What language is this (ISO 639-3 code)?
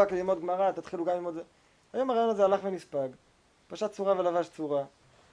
heb